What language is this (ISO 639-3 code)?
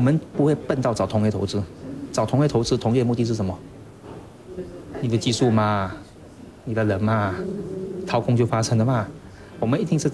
zho